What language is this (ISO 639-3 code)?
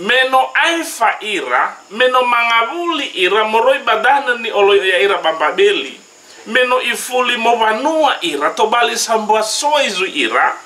nia